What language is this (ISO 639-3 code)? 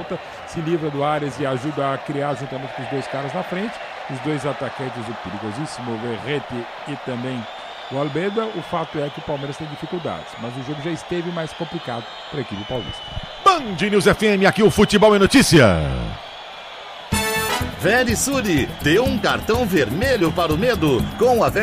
por